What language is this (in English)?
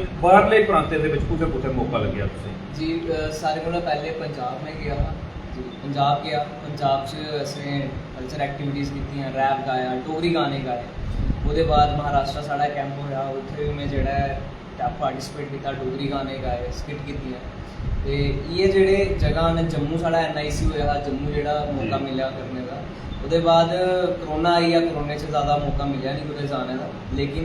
Dogri